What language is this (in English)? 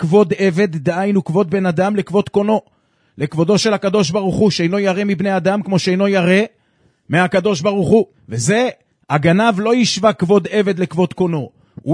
Hebrew